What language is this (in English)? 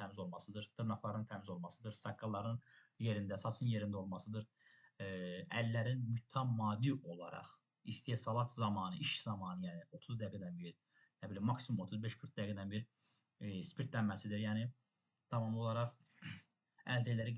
Azerbaijani